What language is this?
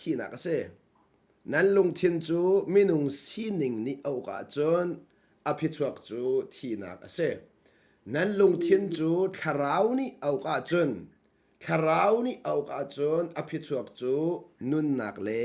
Hakha Chin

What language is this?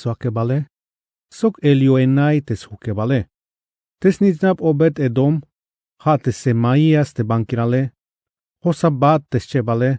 Tzeltal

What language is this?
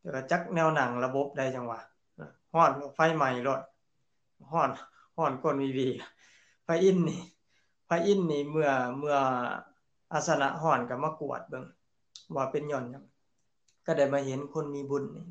Lao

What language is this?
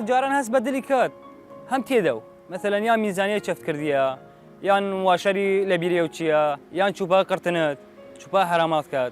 Southern Kurdish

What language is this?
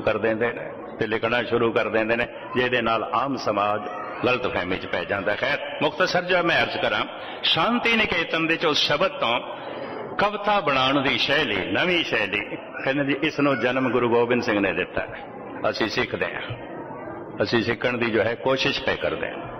Punjabi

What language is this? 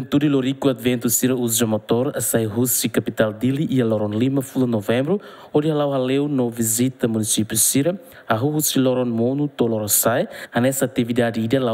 Tetum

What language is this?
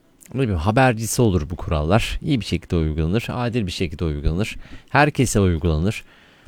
Turkish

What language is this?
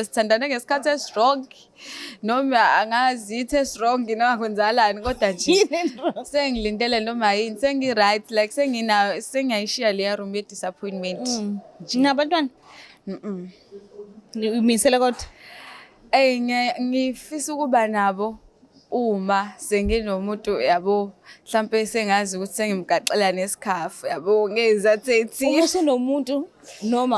Zulu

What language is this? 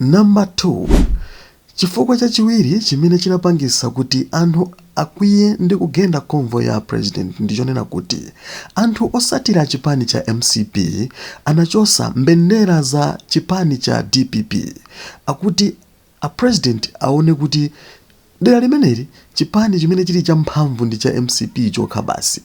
Nyanja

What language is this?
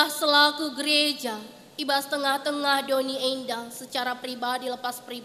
Batak Karo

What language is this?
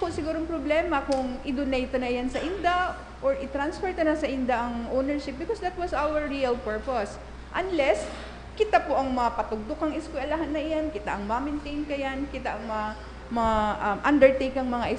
Bikol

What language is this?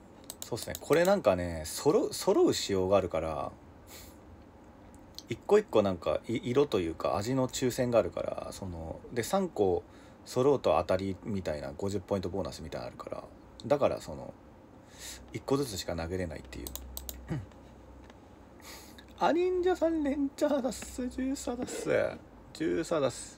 Japanese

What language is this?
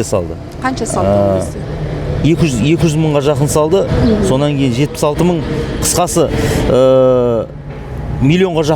Kazakh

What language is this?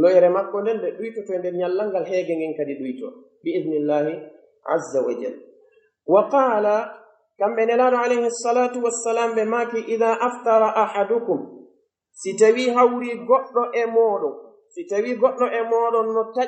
Pular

